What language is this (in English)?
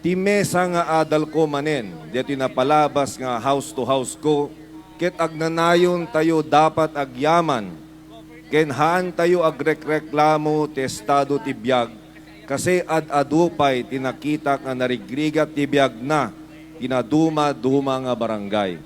Iloko